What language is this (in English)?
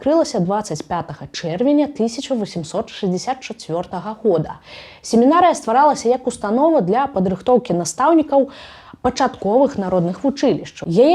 Belarusian